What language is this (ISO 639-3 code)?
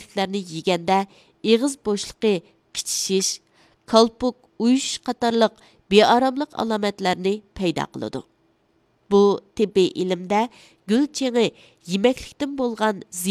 uig